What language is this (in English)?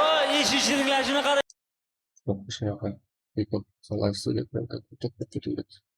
Kara-Kalpak